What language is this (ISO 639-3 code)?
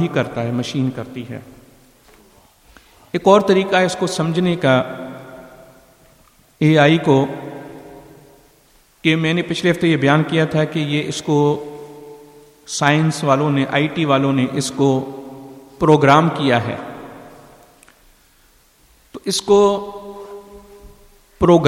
urd